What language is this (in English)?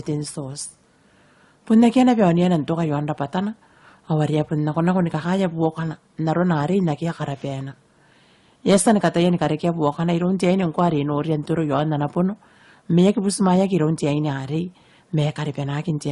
Gilbertese